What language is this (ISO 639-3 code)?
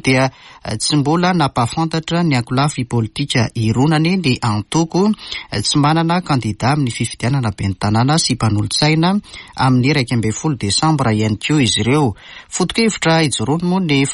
mlg